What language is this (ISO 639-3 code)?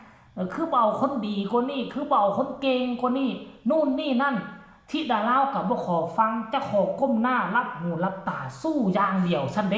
tts